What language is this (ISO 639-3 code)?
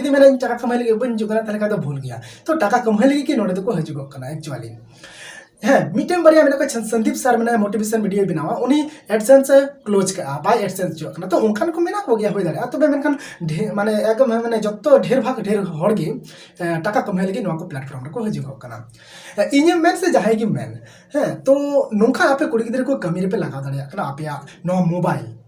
sat